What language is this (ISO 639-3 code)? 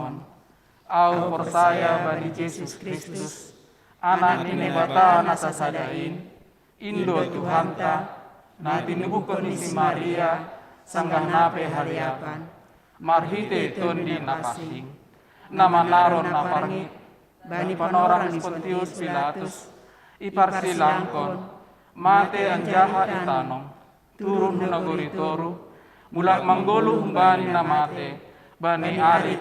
bts